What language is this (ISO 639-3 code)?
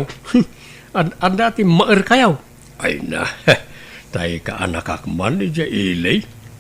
ilo